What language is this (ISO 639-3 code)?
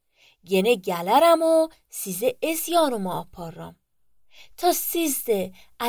aze